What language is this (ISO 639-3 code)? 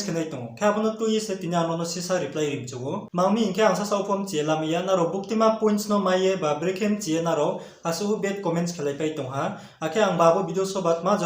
ria